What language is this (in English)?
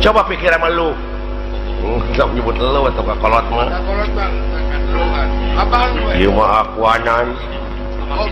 Sundanese